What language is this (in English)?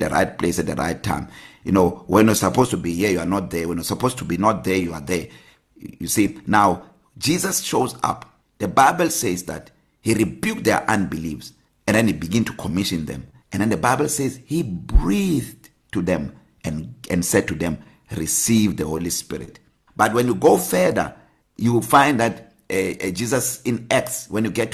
English